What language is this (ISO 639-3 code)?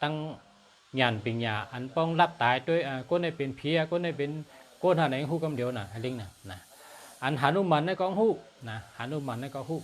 shn